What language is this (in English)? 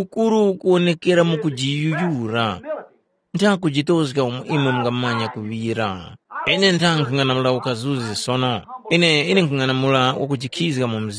Tumbuka